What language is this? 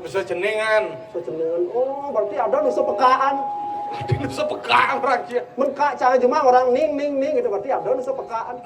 Balinese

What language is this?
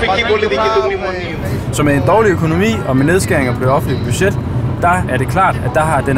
Danish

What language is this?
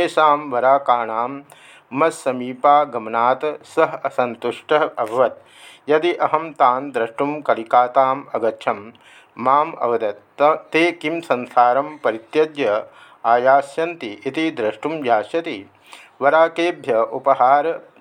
Sanskrit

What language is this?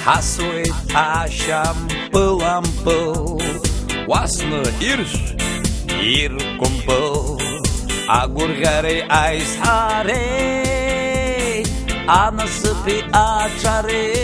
Abkhazian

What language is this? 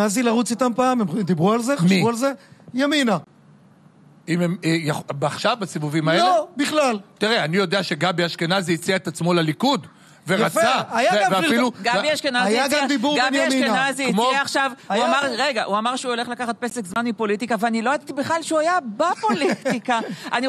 Hebrew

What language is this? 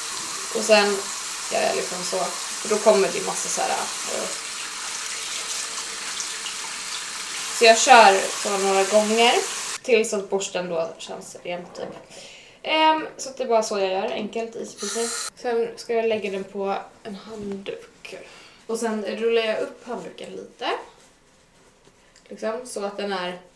Swedish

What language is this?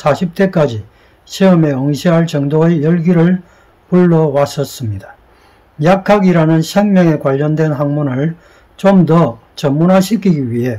Korean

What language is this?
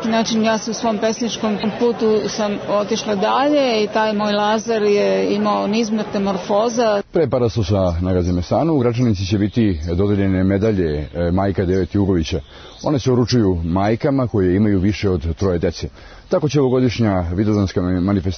Serbian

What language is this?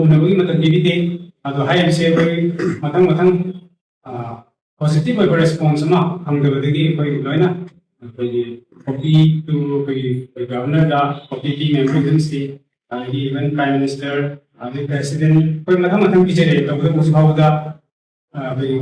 Manipuri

